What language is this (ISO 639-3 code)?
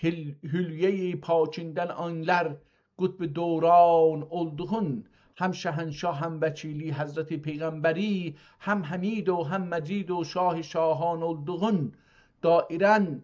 azb